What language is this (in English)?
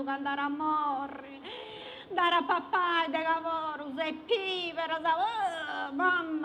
Sardinian